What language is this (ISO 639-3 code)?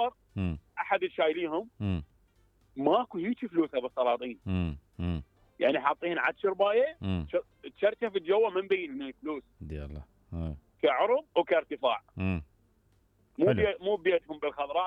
acm